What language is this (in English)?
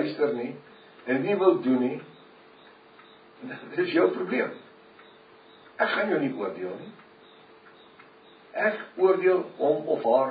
Afrikaans